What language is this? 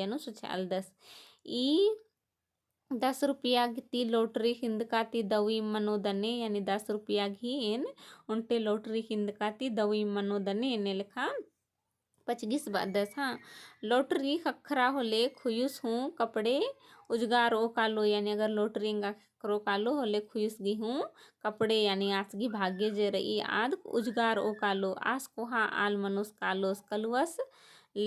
Kurukh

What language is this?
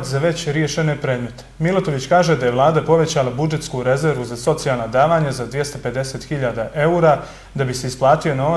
Bosnian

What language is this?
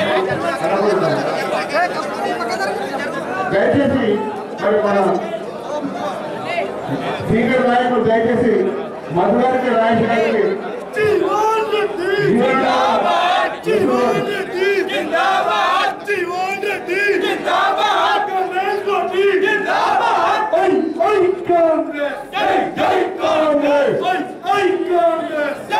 Telugu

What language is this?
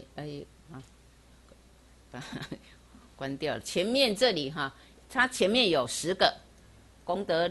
Chinese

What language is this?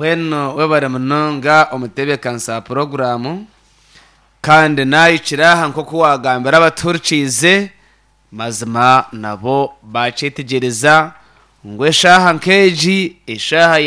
Nyankole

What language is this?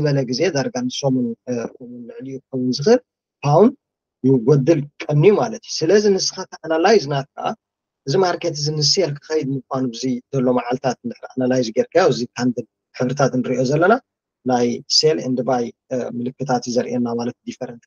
Tigrinya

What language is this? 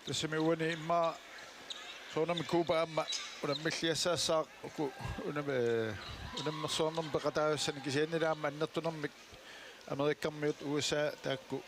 Kalaallisut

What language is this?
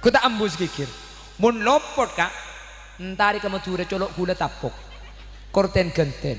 Madurese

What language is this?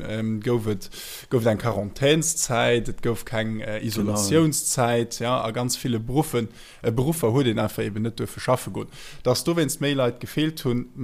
Luxembourgish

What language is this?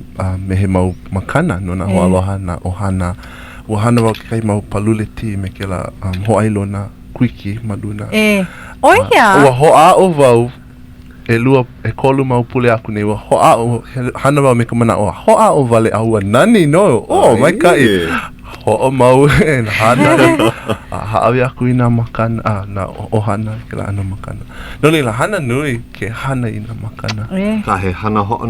Hawaiian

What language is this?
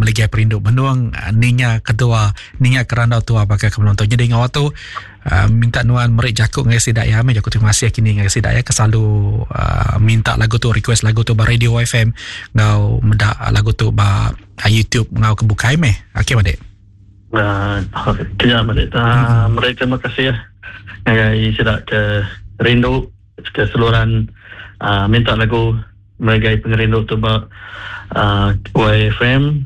Iban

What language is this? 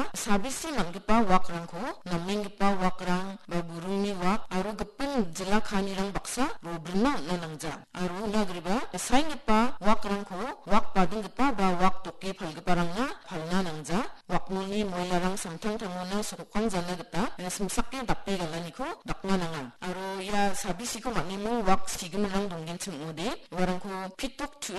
Garo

